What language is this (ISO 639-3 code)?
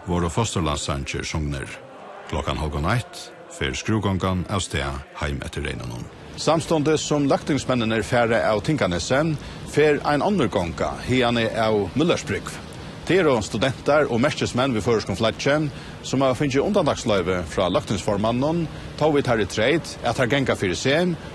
fao